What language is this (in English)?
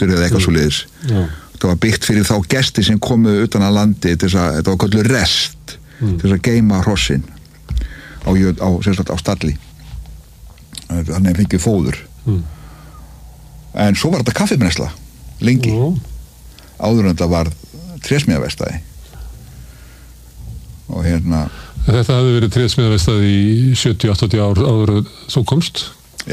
Icelandic